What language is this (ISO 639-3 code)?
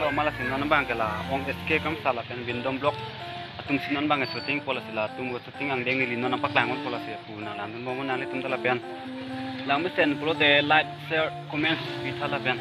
mjw